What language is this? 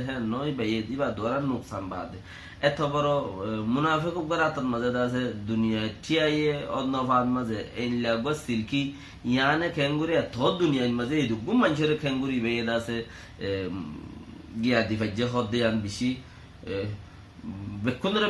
Rohingya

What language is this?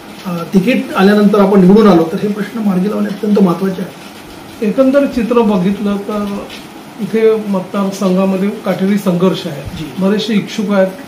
Marathi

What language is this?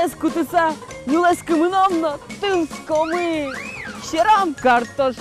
Udmurt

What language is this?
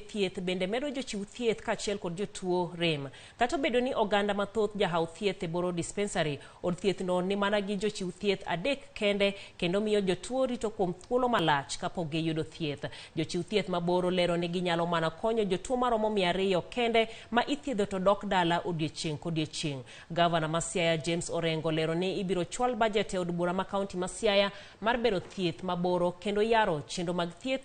Luo (Kenya and Tanzania)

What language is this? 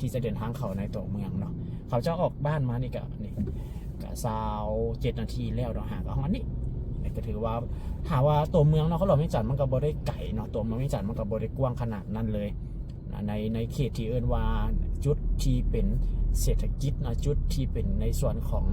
Lao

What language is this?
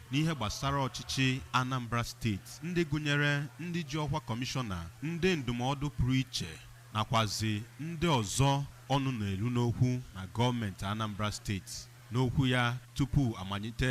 Igbo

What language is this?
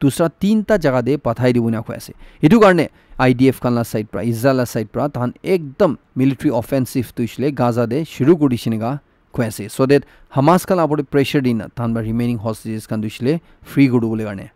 Naga Pidgin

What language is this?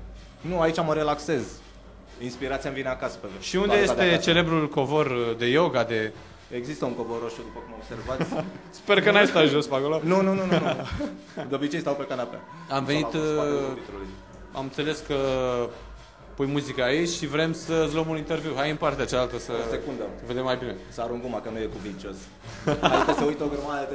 Romanian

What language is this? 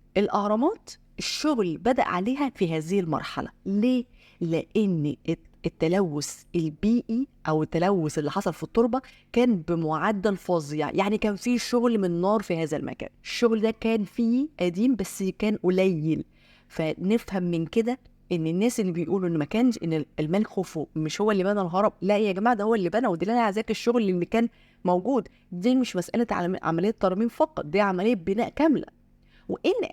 Egyptian Arabic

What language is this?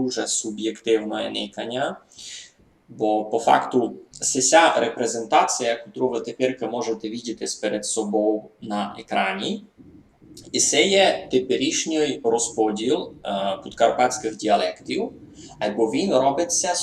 Rusyn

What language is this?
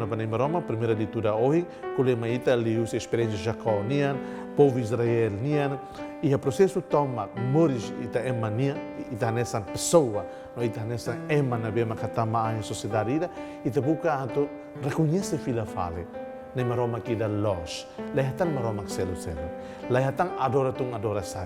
Tetum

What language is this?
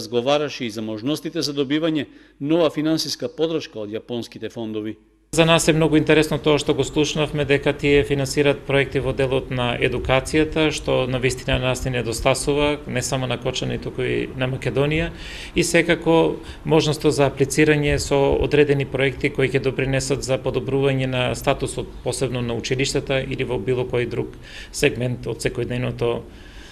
Macedonian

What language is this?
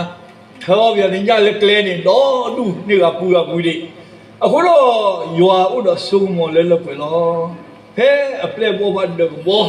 S'gaw Karen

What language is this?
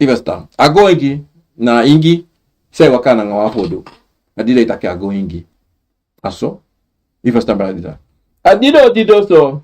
Sranan Tongo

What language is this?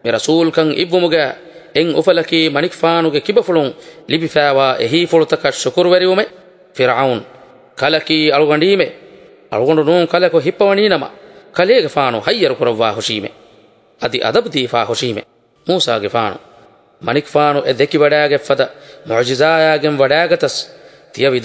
Divehi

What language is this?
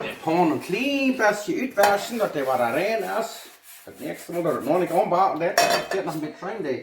Plautdietsch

